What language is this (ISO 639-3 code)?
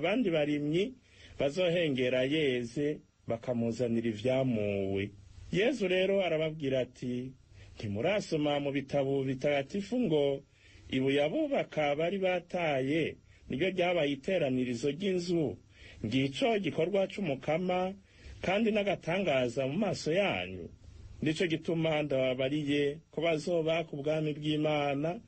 run